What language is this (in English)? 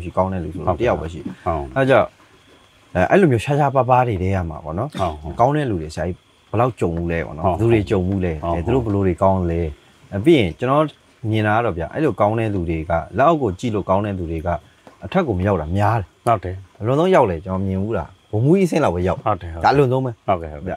Burmese